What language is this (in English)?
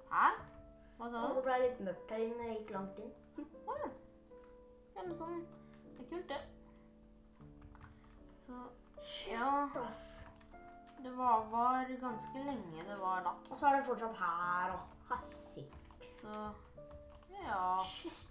Norwegian